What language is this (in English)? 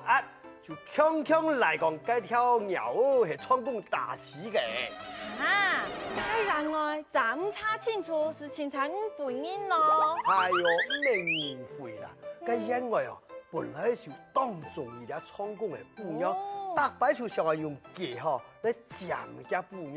Hakka Chinese